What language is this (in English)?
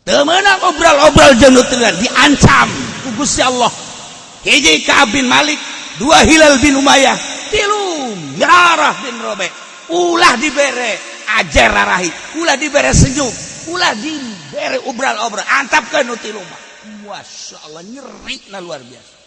Sundanese